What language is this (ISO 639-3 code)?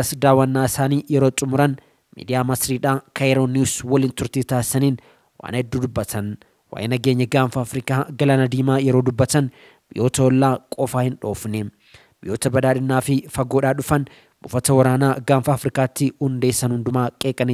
orm